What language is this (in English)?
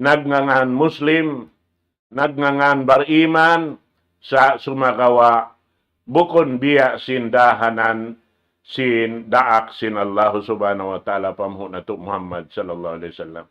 Tausug